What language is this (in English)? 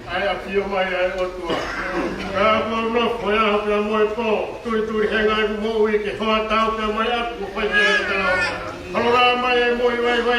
Tongan